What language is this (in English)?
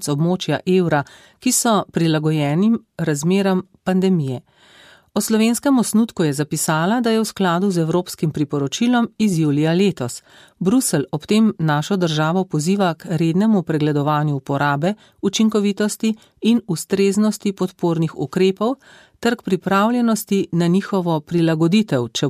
Slovenian